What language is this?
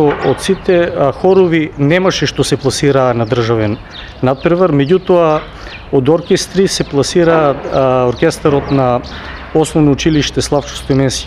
Macedonian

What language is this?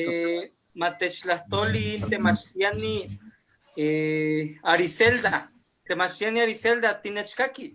Eastern Huasteca Nahuatl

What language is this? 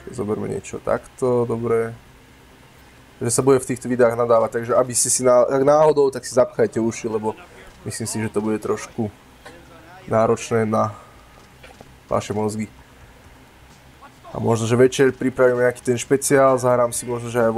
Slovak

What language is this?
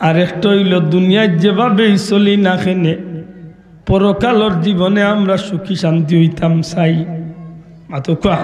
Sylheti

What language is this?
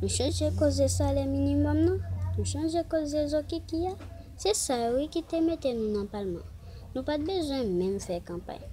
Haitian Creole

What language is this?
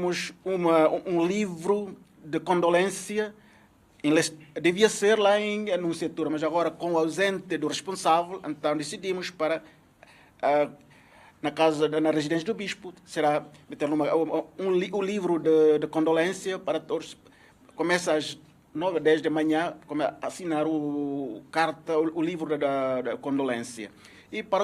Tetum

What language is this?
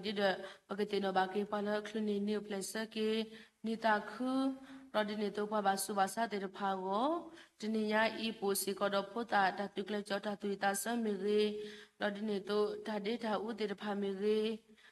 S'gaw Karen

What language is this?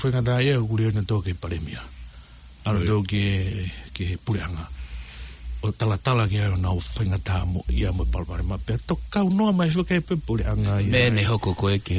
Tongan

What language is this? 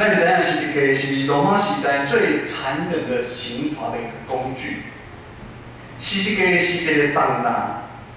Min Nan Chinese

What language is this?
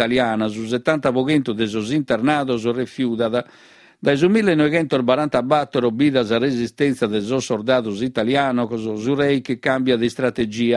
Sardinian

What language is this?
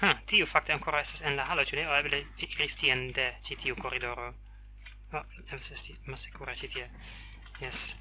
Esperanto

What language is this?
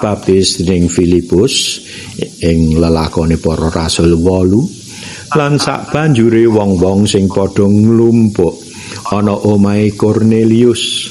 Javanese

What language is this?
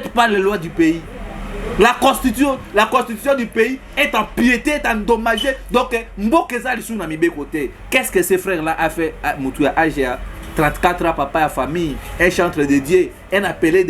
Lingala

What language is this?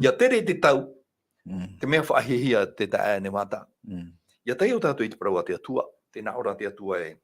Tahitian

